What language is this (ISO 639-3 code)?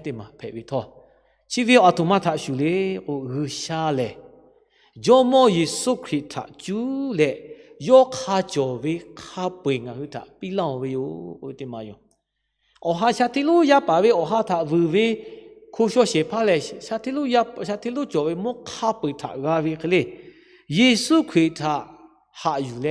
lhu